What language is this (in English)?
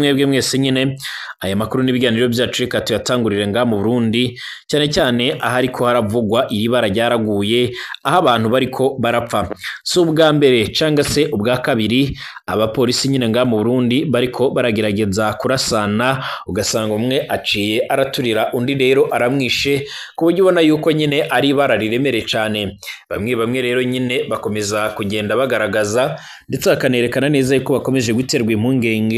Rundi